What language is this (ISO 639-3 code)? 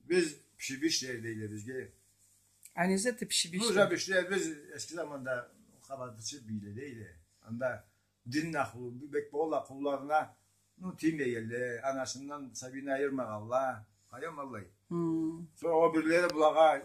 krc